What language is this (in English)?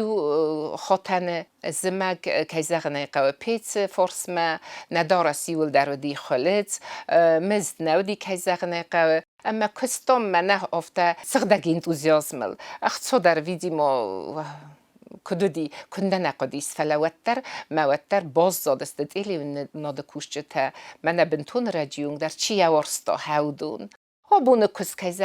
Ossetic